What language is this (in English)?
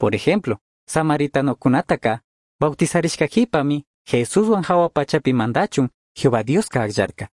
Chimborazo Highland Quichua